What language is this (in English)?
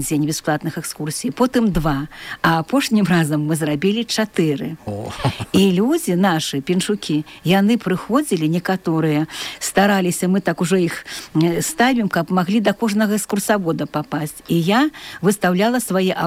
Belarusian